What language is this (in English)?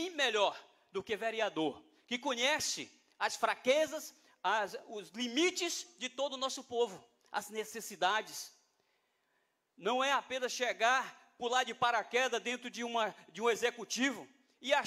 Portuguese